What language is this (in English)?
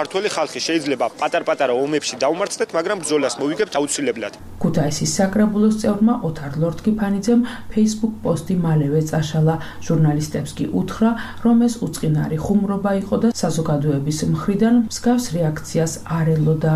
Georgian